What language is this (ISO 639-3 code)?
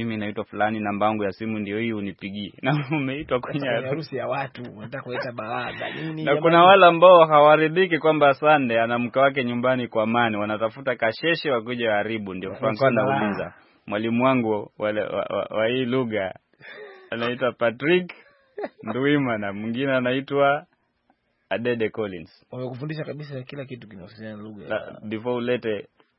swa